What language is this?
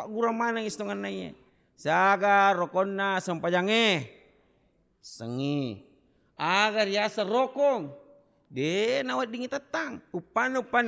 Buginese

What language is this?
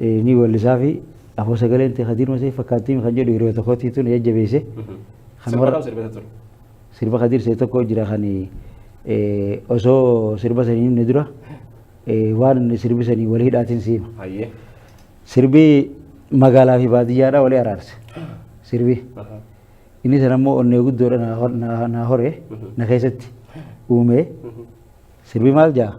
Oromo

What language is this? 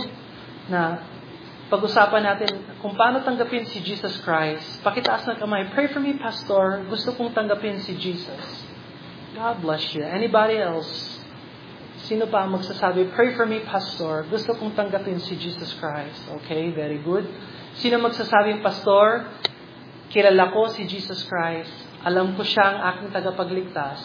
Filipino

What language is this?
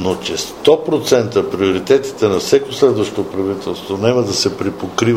Bulgarian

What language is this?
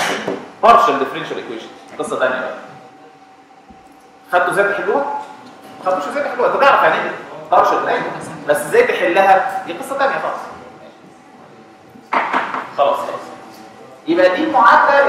Egyptian Arabic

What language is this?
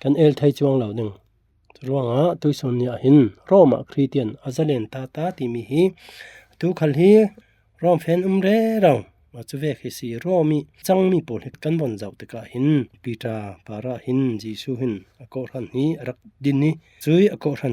Falam Chin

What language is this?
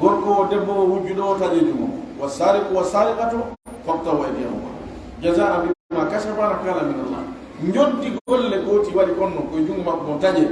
Pular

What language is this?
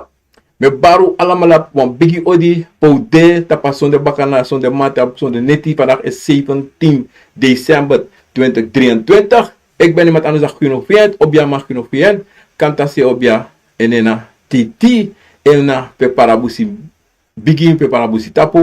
Sranan Tongo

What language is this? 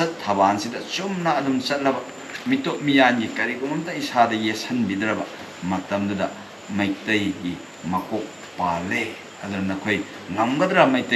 Manipuri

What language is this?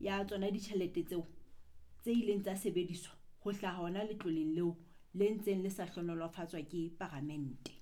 Southern Sotho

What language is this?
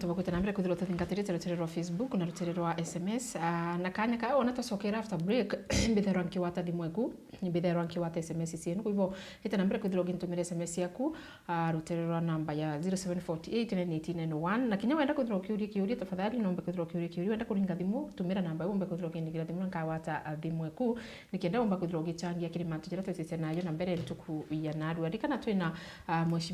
Meru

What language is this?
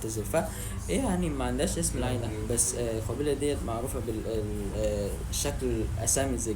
Egyptian Arabic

